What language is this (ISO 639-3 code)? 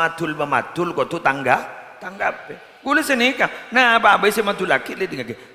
mad